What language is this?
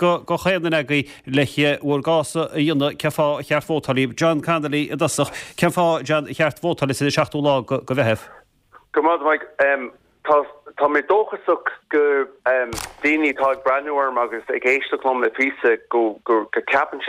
Irish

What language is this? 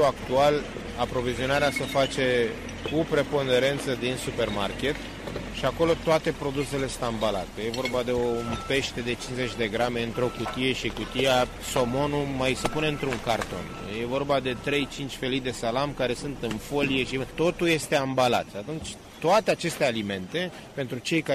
Romanian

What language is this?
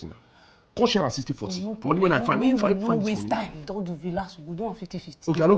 Nigerian Pidgin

